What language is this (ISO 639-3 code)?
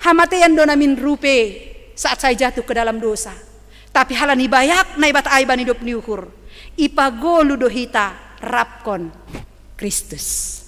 bts